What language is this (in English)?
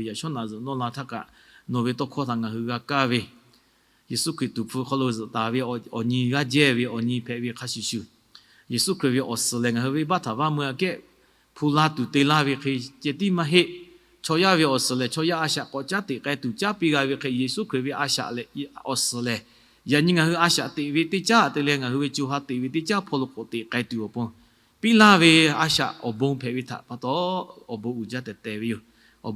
Lahu